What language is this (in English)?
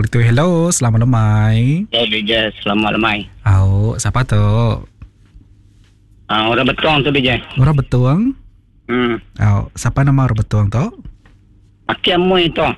Iban